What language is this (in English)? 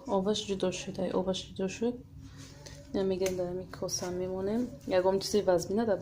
Tajik